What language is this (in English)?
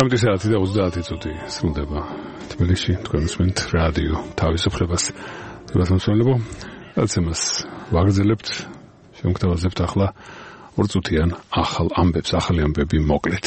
Georgian